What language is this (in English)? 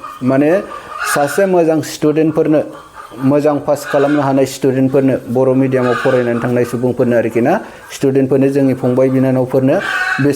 Bodo